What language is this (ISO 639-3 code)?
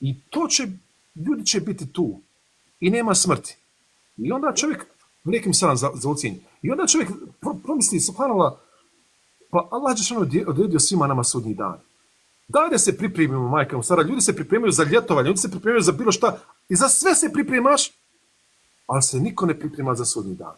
bos